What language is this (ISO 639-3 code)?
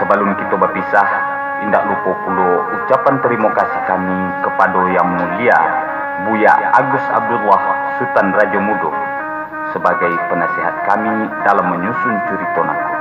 min